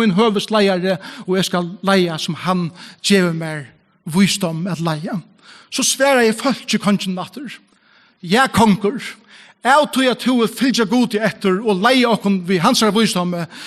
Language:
Faroese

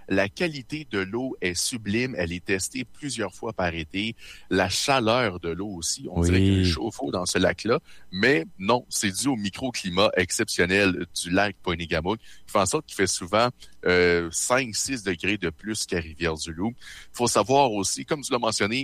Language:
French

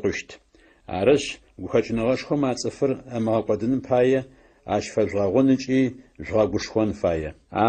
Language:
Adyghe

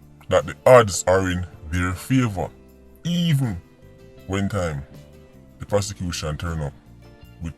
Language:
Jamaican Creole English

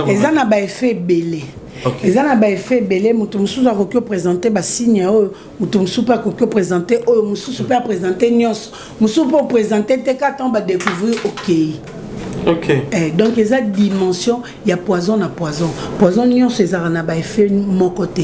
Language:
Lingala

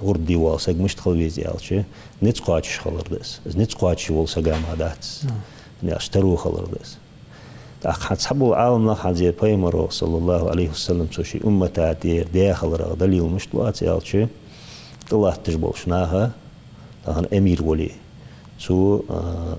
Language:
Ingush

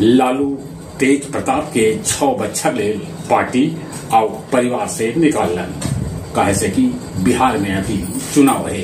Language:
Magahi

